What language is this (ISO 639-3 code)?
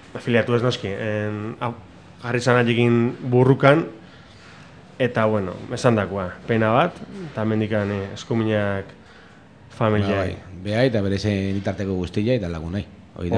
eus